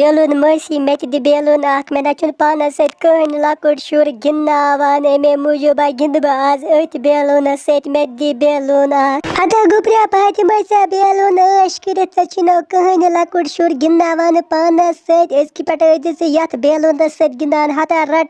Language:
Kashmiri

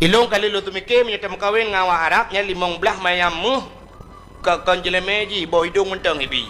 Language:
Achinese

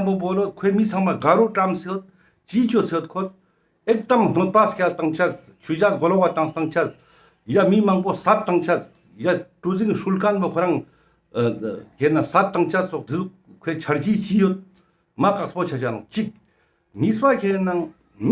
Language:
Ladakhi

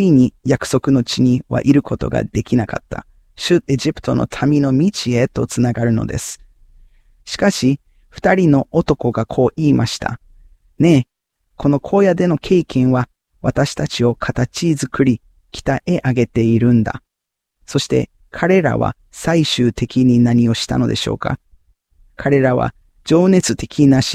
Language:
Japanese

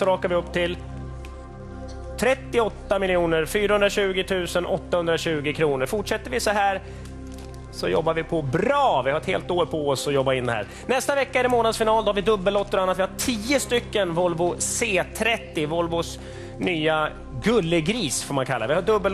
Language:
Swedish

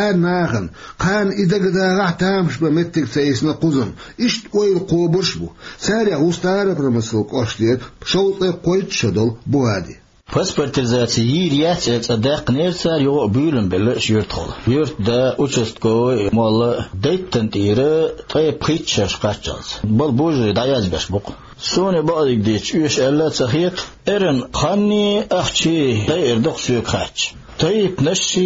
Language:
Chechen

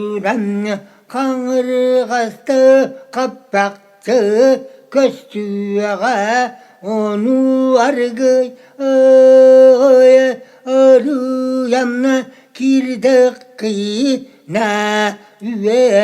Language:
Yakut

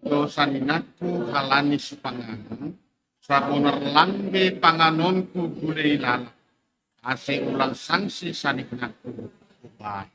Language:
Batak Simalungun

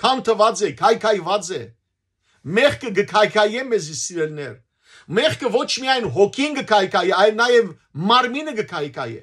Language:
Western Armenian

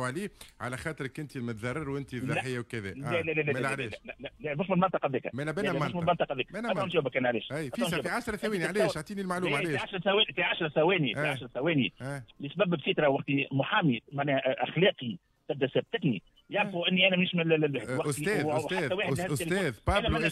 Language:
Tunisian Arabic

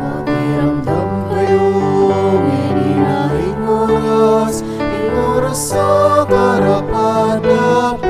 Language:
Pampanga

